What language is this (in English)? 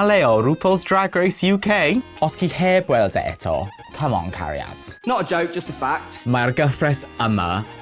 Welsh